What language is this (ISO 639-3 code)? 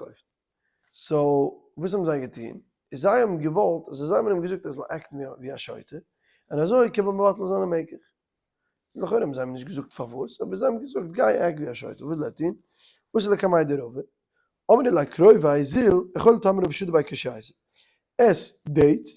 yid